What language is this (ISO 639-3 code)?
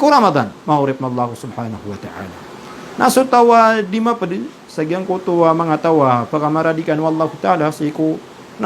mrw